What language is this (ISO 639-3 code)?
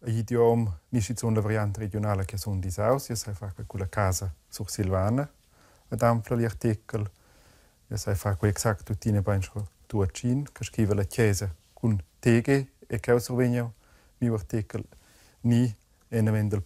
roh